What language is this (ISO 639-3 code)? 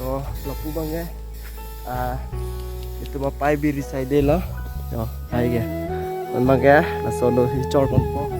mjw